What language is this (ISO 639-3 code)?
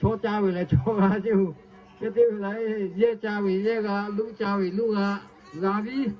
lhu